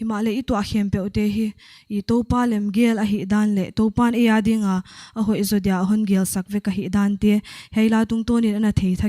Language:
Paite Chin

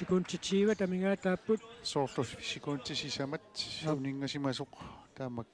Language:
Kalaallisut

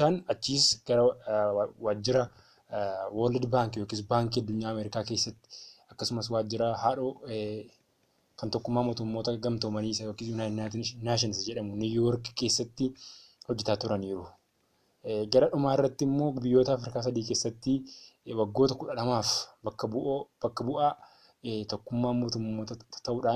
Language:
Oromo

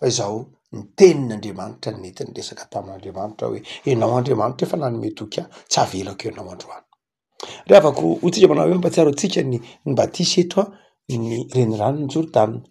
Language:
Malagasy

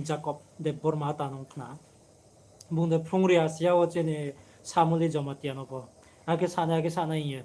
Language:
Riang (India)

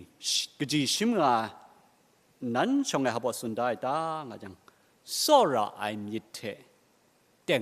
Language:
Kachin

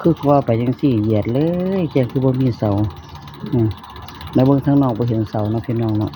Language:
Northeastern Thai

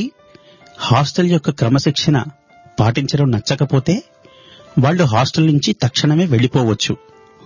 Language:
Telugu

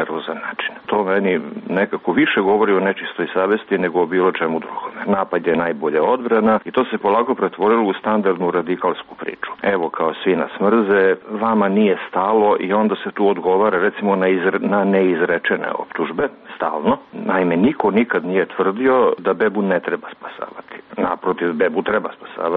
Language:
Serbian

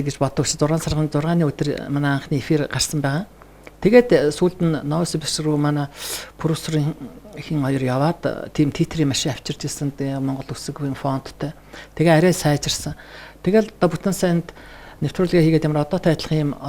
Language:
Mongolian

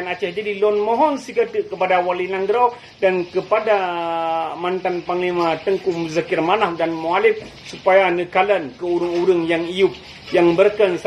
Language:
Achinese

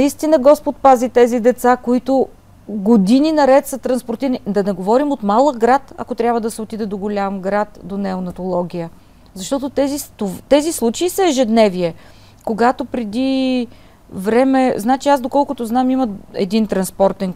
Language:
Bulgarian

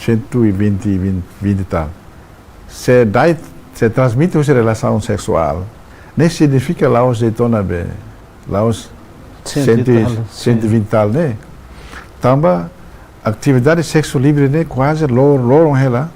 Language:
Tetum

